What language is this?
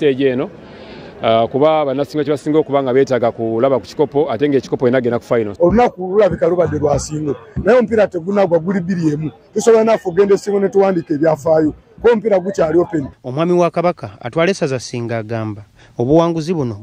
Ganda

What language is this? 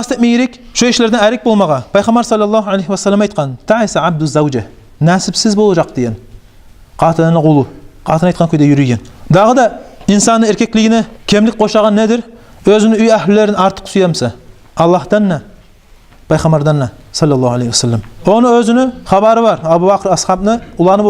Kumyk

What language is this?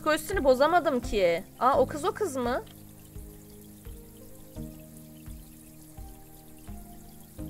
Turkish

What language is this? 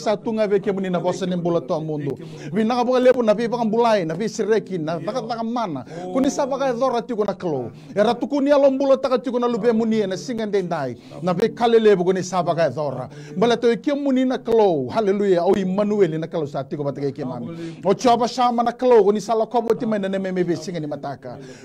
Fijian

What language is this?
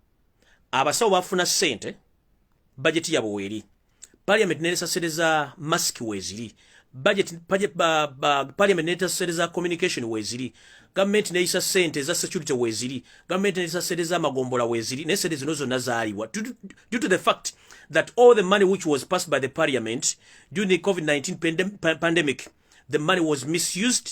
Ganda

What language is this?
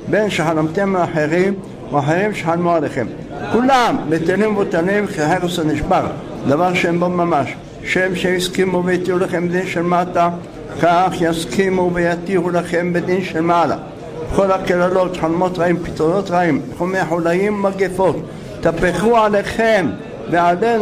Hebrew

